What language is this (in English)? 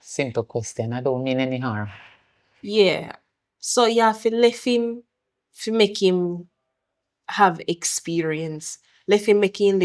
Jamaican Creole English